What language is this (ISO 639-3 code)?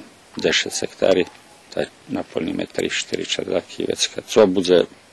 rue